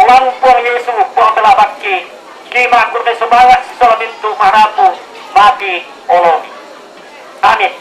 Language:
Toraja-Sa'dan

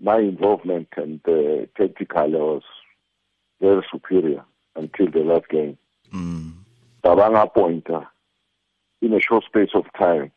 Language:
Tswana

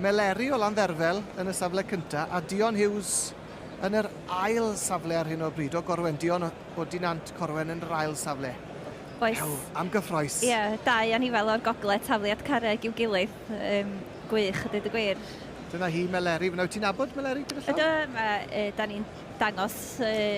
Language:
Welsh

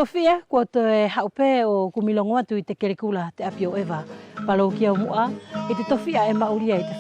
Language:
Wallisian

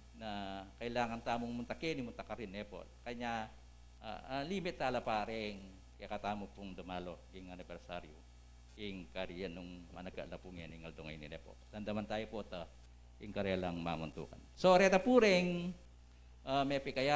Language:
Pampanga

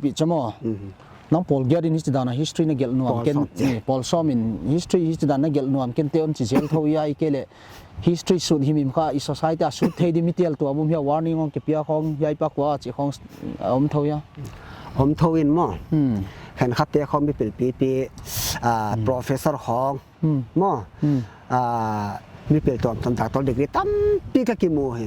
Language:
Paite Chin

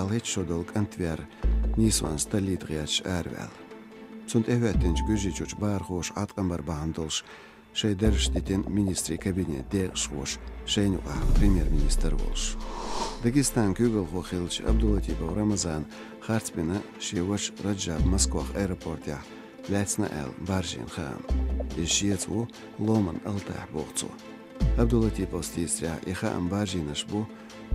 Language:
Chechen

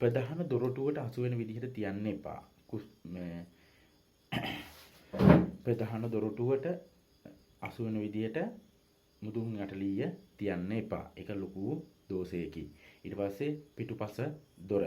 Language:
Sinhala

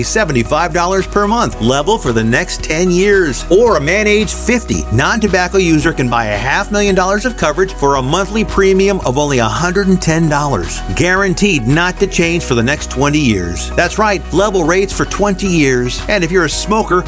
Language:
English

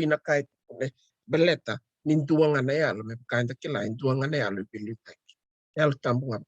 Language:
Fijian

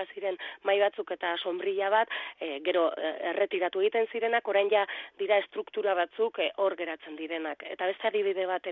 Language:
Basque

